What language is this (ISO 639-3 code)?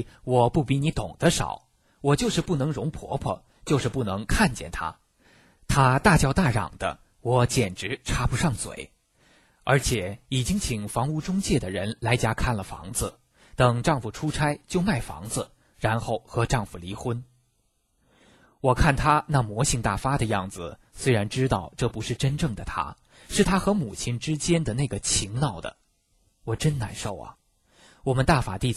zho